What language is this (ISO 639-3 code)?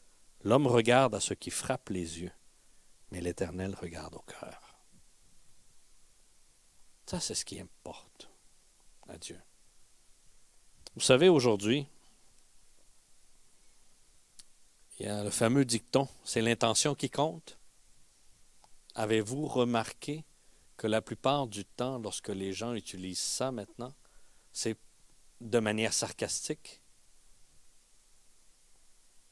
fra